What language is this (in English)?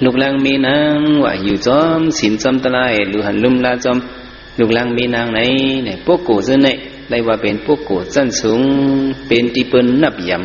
Shan